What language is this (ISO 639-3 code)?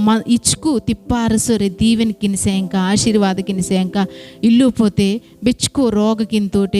kff